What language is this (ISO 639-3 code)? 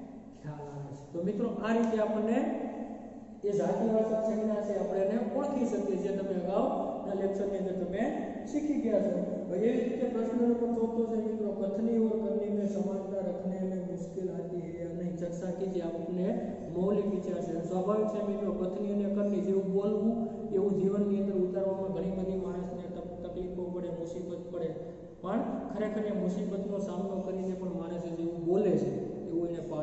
guj